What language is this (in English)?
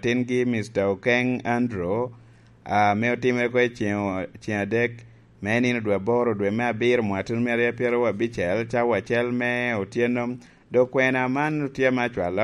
Lango (Uganda)